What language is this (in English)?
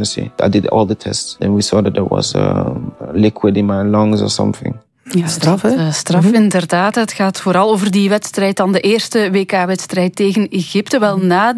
Dutch